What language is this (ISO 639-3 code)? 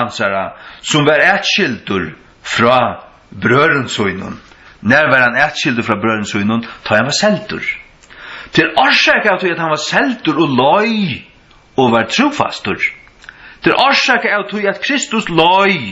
fao